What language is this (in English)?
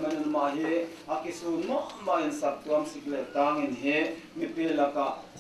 Paite Chin